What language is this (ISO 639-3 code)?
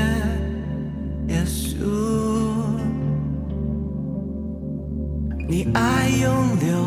zho